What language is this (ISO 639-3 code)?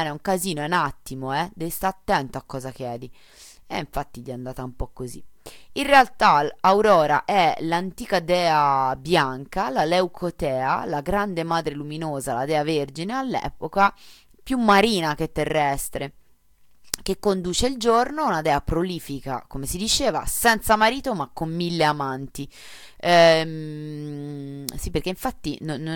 ita